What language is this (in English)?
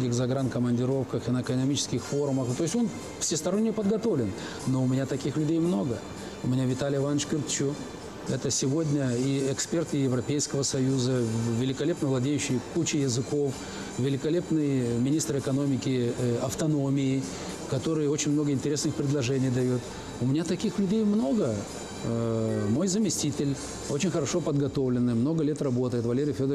Russian